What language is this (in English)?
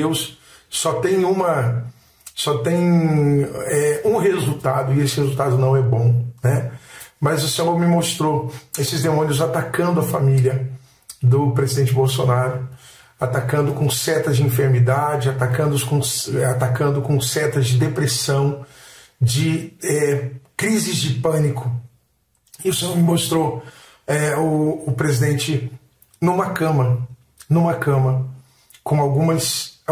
Portuguese